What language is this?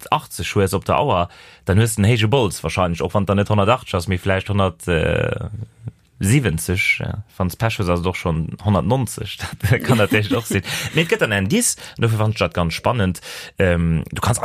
Luxembourgish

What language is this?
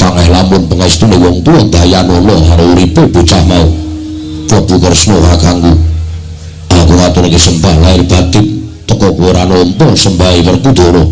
Javanese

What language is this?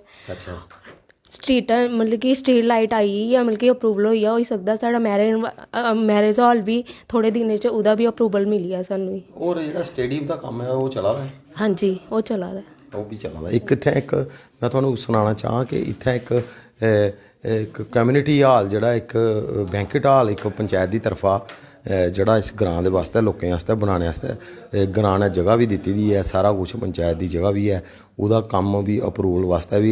Dogri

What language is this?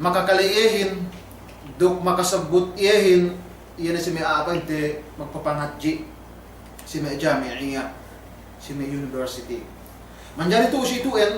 Yakan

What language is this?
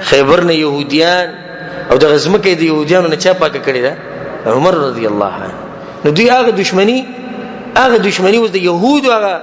Pashto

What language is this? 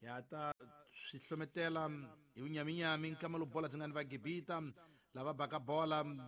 Tsonga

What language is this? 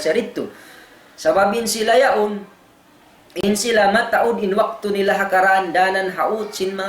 Tausug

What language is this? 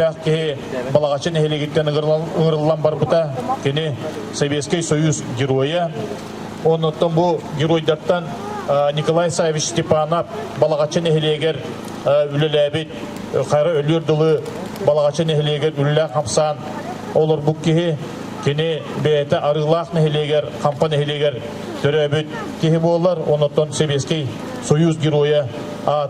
Yakut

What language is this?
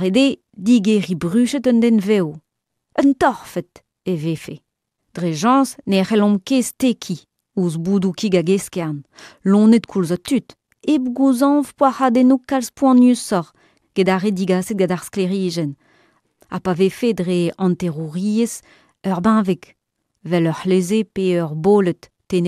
Breton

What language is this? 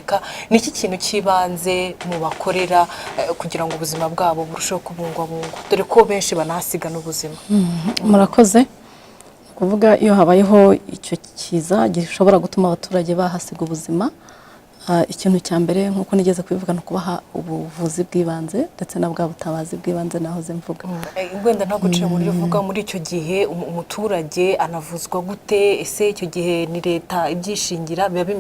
Kinyarwanda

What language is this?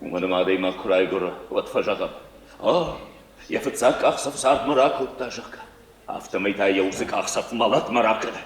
Ossetic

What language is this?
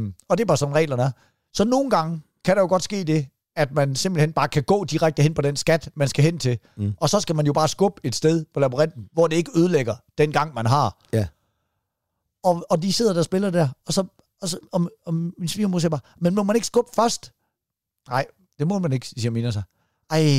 Danish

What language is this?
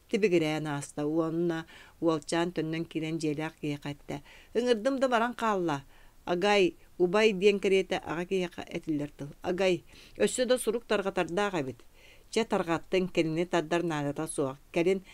Yakut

